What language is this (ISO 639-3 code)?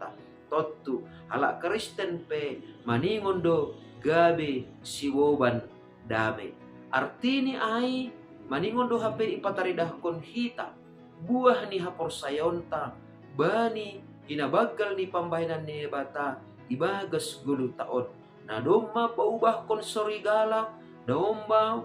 bts